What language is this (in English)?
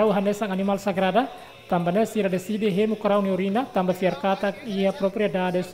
Tetum